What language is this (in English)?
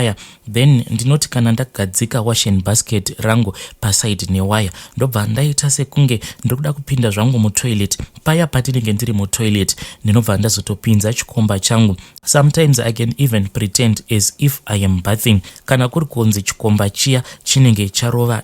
Shona